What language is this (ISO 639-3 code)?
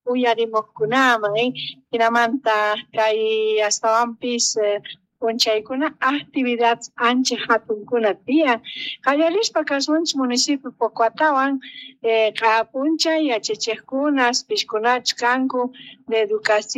que